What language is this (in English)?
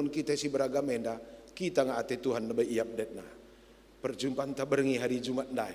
Batak Karo